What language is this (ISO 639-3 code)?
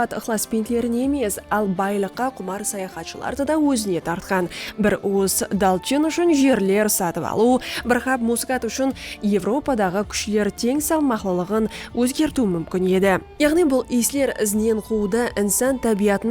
kaa